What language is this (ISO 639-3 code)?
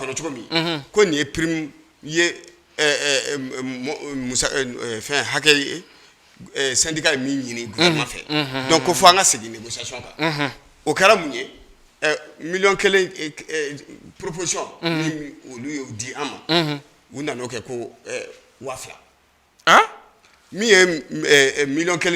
bam